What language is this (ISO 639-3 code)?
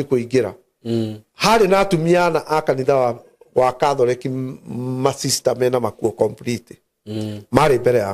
kik